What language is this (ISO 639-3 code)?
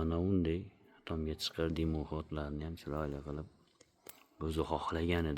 uzb